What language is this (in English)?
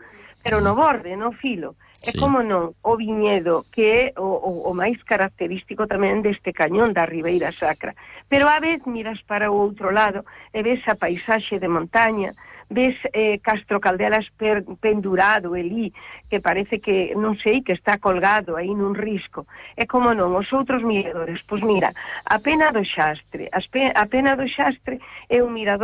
Galician